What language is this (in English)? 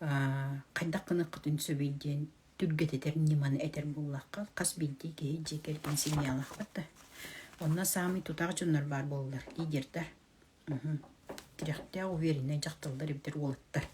Yakut